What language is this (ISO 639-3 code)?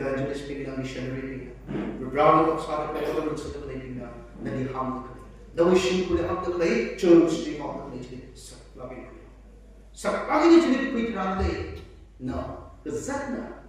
nmf